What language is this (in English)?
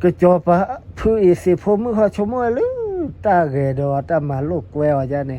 S'gaw Karen